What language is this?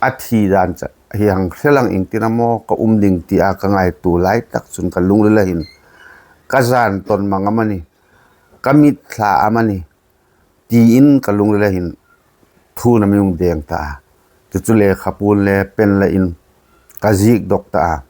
Hmar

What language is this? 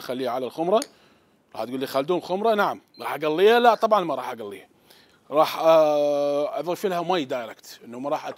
Mesopotamian Arabic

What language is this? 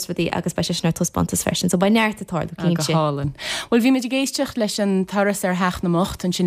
Irish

